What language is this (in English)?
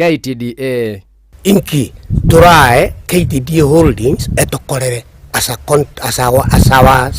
Gusii